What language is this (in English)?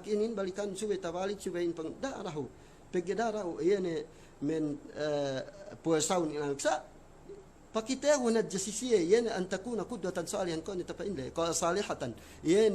Yakan